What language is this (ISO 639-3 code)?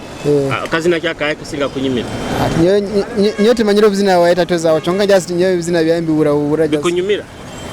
nyo